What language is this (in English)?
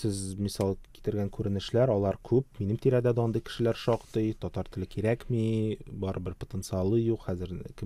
Tatar